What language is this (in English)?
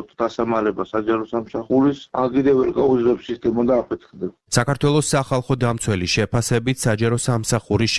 Georgian